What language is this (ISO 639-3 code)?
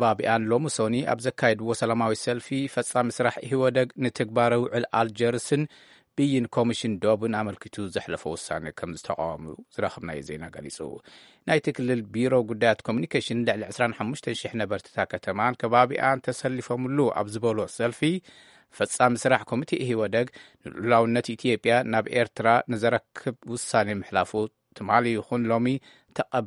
tir